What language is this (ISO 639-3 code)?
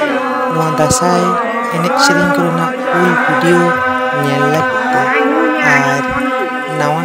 sat